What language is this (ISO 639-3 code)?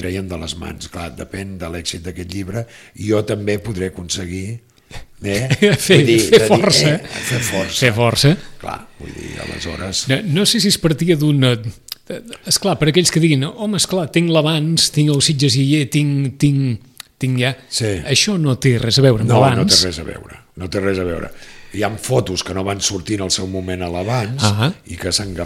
cat